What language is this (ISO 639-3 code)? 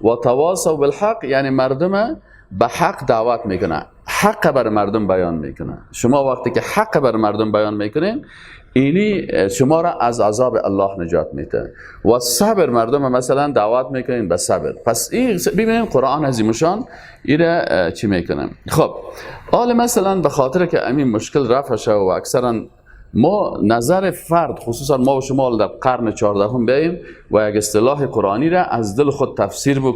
fas